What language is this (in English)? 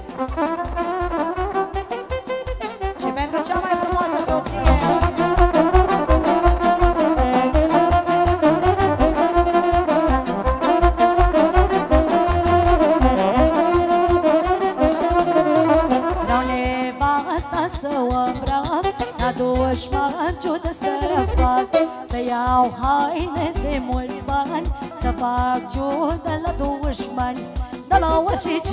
Romanian